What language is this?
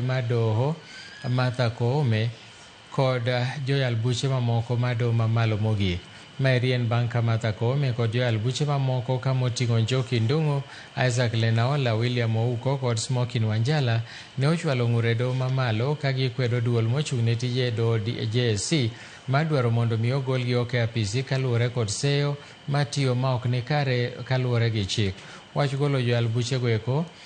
Luo (Kenya and Tanzania)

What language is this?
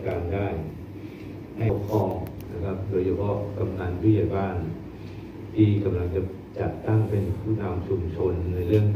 Thai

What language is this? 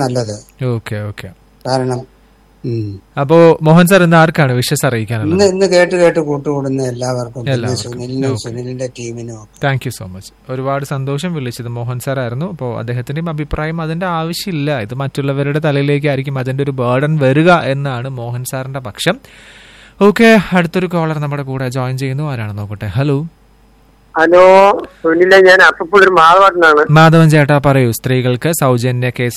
Malayalam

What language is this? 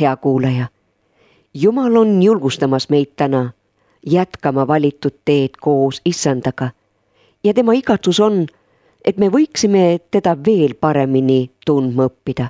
Estonian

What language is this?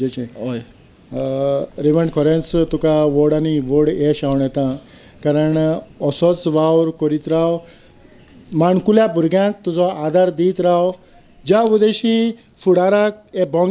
Konkani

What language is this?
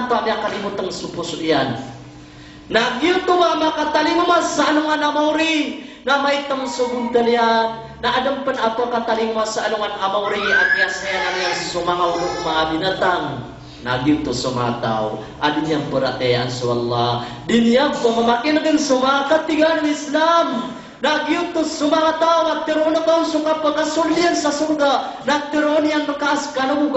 Maranao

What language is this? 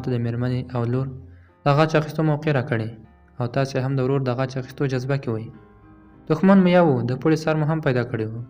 Pashto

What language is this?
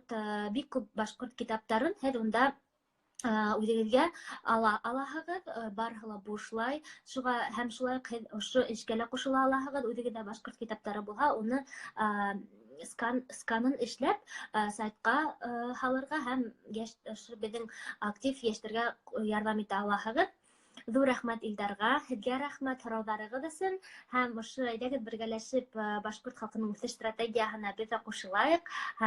Bashkir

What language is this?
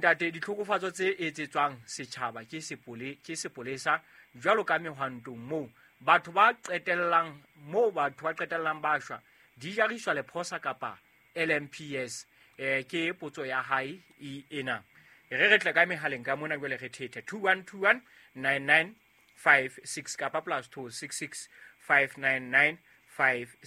Southern Sotho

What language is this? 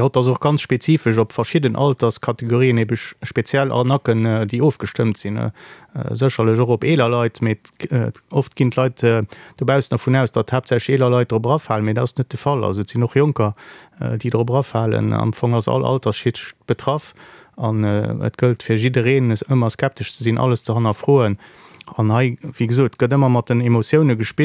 Luxembourgish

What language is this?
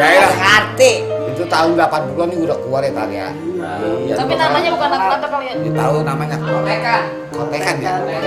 Betawi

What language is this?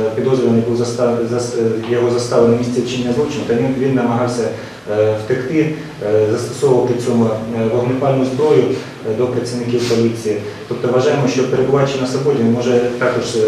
Ukrainian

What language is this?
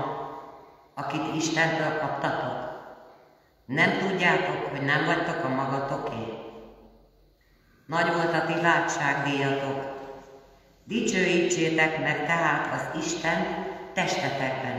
Hungarian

